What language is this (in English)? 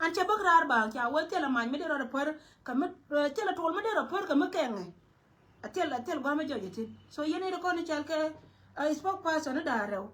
Nuer